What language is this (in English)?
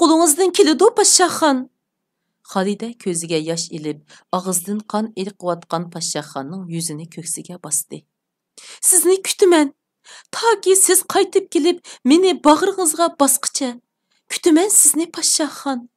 Uyghur